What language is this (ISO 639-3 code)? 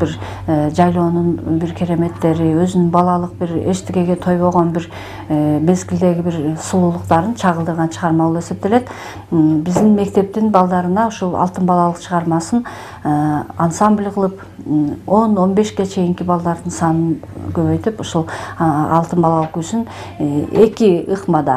kir